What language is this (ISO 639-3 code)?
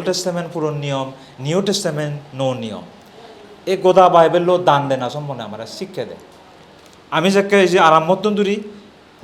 ccp